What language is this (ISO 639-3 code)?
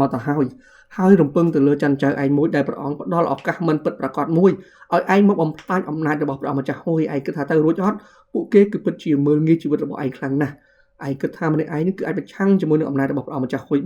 khm